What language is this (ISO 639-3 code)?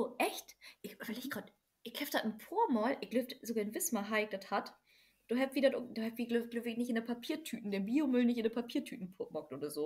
nds